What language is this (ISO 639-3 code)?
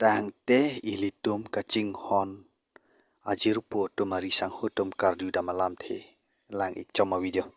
mjw